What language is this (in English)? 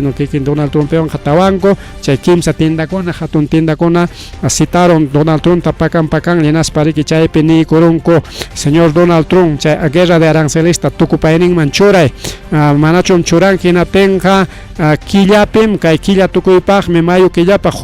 Ayacucho Quechua